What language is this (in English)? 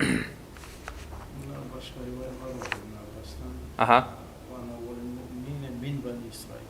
Kumyk